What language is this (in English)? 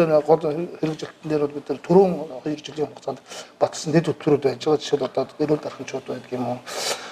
Mongolian